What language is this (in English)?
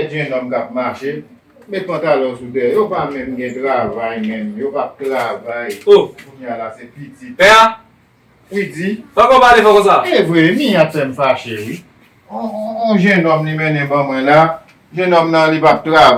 Haitian Creole